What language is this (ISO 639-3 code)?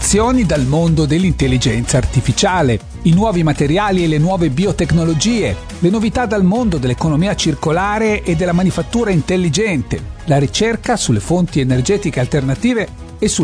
ita